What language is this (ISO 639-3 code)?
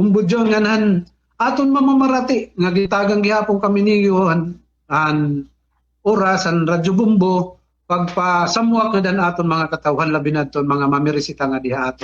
war